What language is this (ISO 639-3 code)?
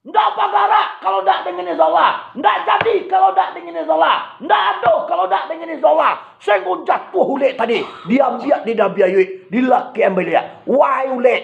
min